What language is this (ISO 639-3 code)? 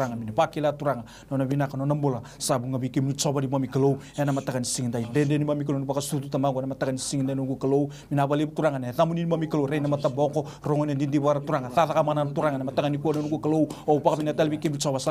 fij